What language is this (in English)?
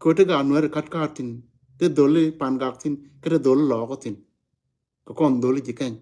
Nuer